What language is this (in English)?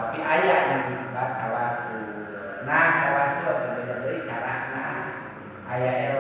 Sundanese